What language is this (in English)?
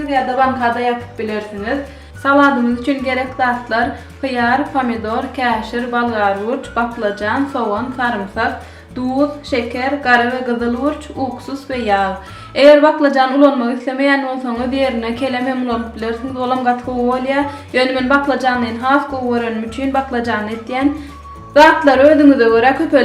Turkmen